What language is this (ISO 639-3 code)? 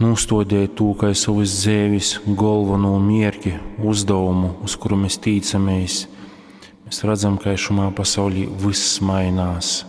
ltg